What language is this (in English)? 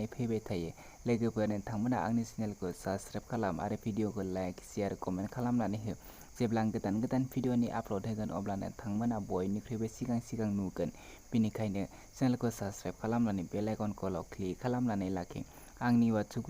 Bodo